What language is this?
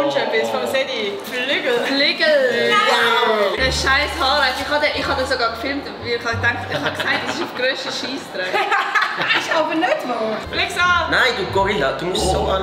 Swiss German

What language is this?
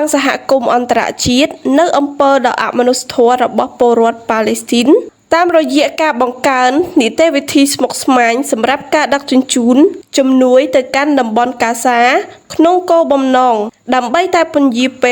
Khmer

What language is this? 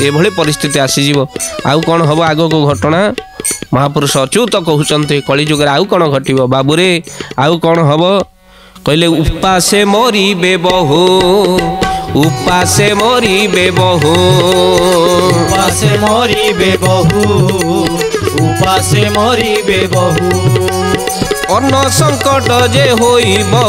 Odia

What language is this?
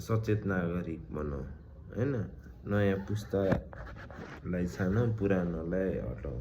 Nepali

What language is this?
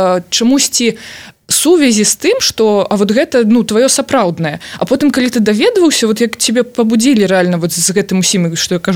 Belarusian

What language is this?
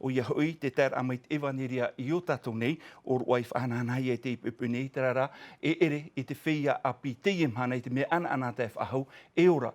Tahitian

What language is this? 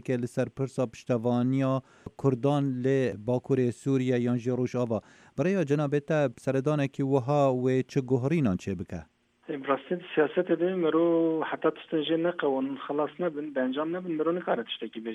Kurdish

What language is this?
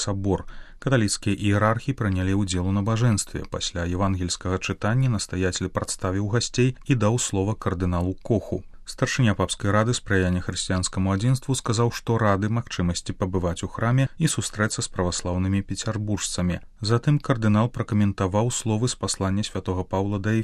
Belarusian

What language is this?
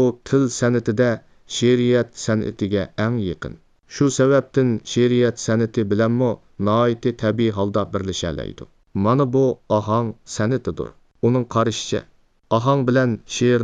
Uyghur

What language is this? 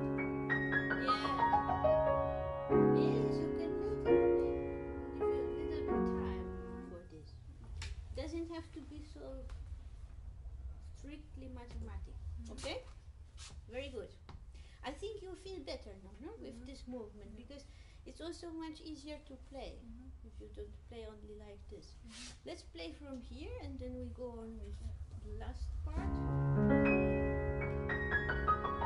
English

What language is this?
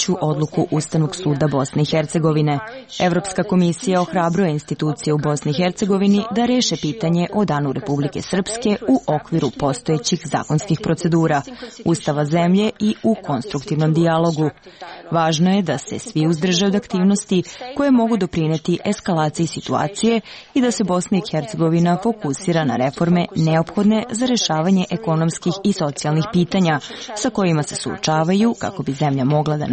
Serbian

